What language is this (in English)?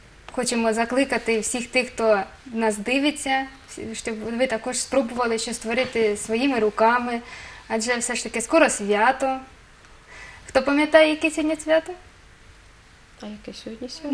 Ukrainian